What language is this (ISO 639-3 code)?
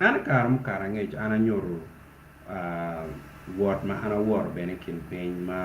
ach